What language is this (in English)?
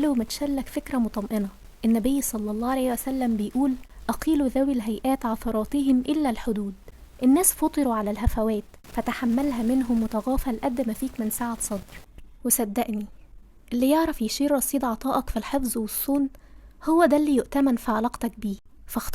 Egyptian Arabic